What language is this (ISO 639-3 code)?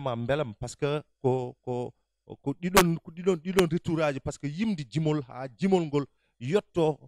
ful